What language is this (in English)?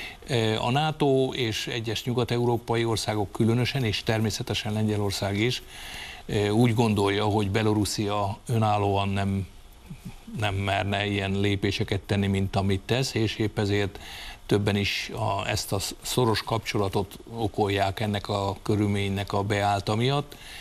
Hungarian